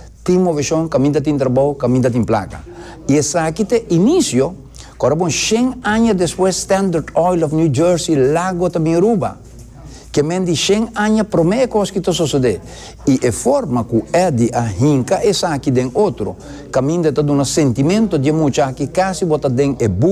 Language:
Papiamento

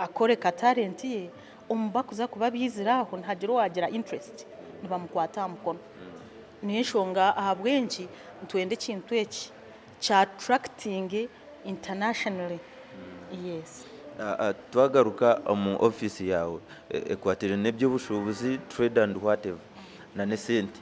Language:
Nyankole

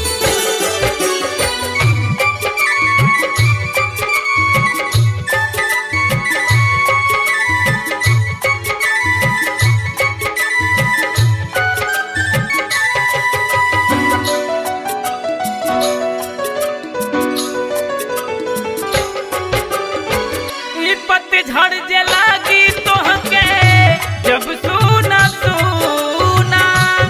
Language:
Bhojpuri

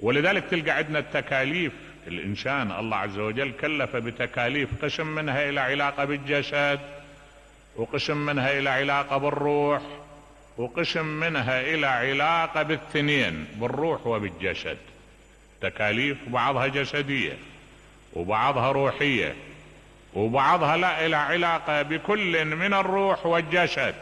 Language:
Mesopotamian Arabic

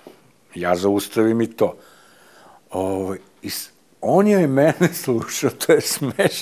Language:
Serbian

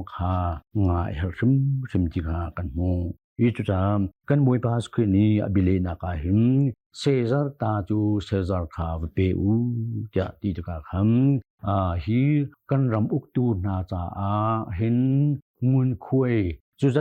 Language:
Hakha Chin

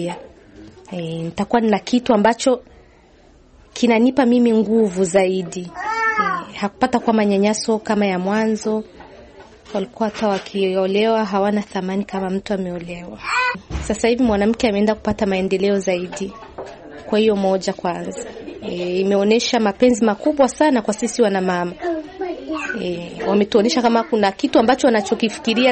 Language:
Swahili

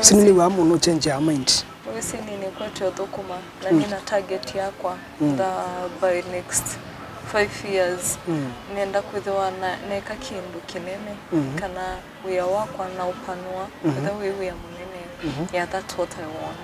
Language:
Kamba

